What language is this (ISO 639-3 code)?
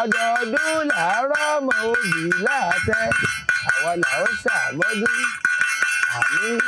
yor